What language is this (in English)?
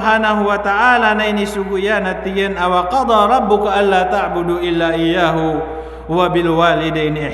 Maranao